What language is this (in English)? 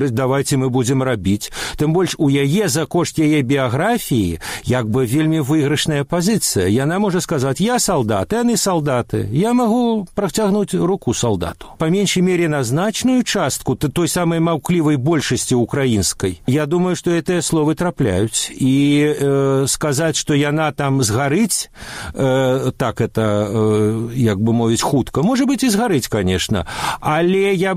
Belarusian